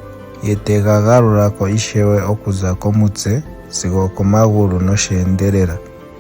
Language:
Ndonga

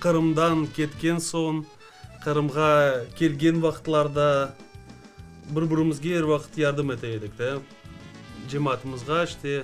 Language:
Crimean Tatar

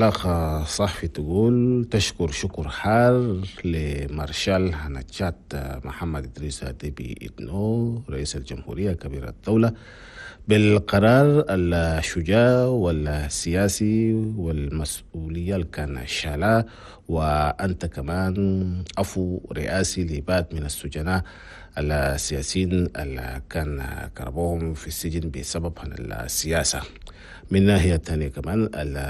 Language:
Chadian Arabic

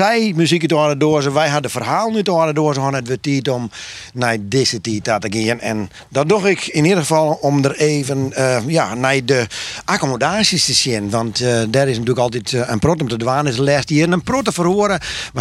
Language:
Western Frisian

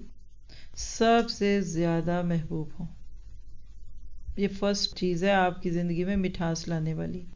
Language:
Urdu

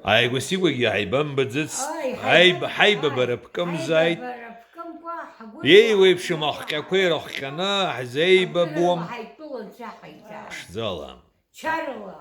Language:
Abkhazian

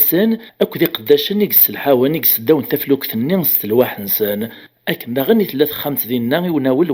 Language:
Kabyle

